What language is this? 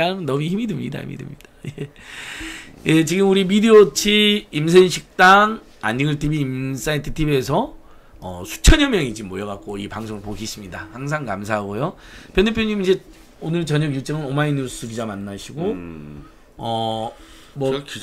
Korean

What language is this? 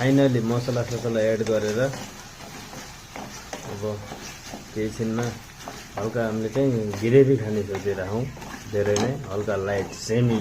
Nepali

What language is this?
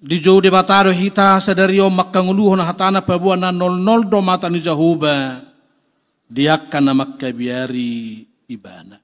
Batak Toba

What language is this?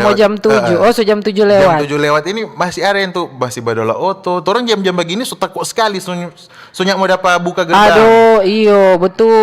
Manado Malay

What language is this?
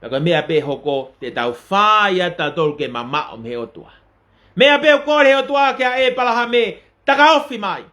Tongan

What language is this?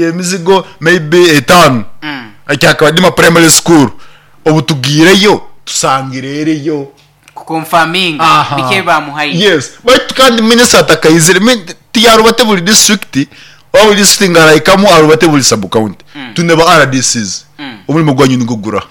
Nyankole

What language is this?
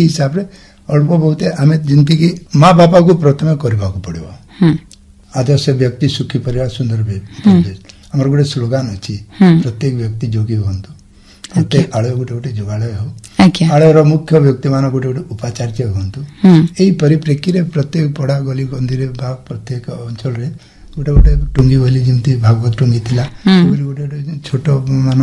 Odia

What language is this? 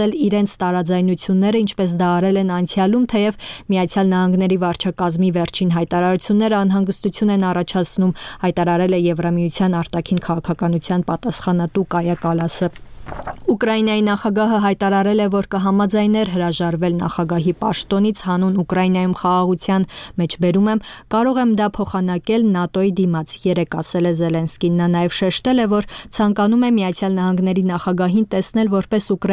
Armenian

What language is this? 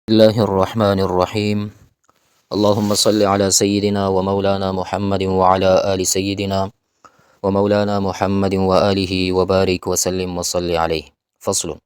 Pashto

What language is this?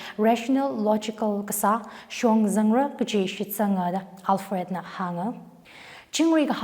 Tangkhul Naga (India)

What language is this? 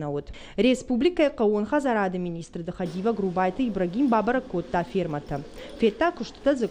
Ossetic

